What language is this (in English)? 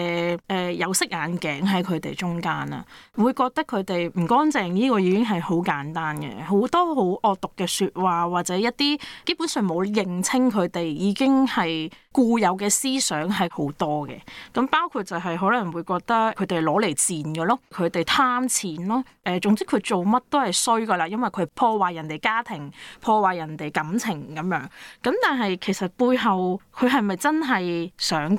Cantonese